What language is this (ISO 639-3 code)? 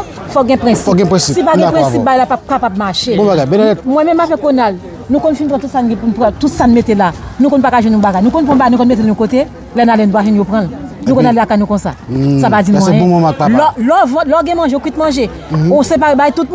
hat